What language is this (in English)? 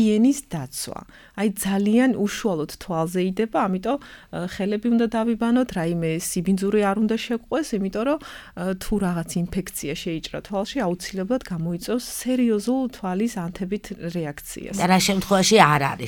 Georgian